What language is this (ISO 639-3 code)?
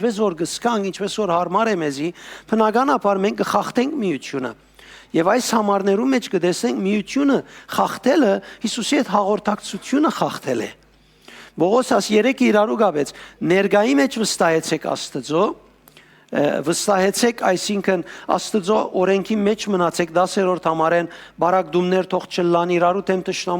hyw